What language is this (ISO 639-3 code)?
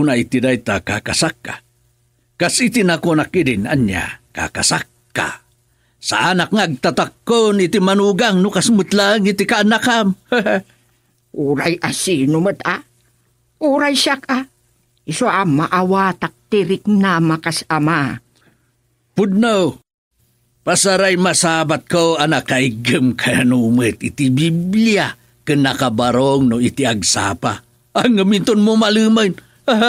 ilo